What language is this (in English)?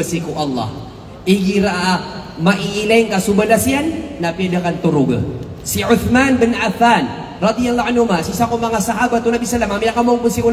Maranao